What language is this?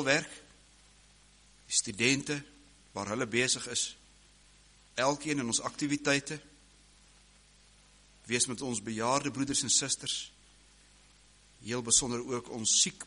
Afrikaans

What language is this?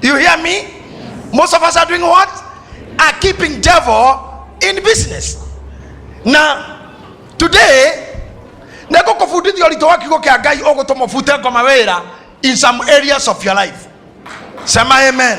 Kikuyu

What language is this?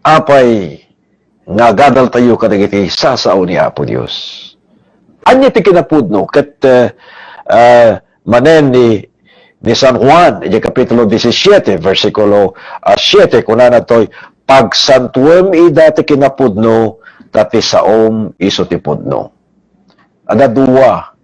Iloko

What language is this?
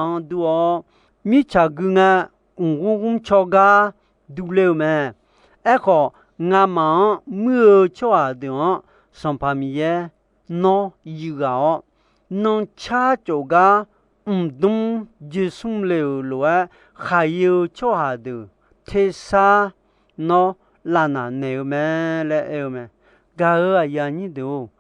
Akha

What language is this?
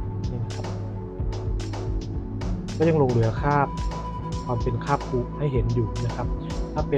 Thai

